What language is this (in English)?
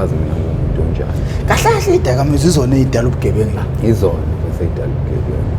Zulu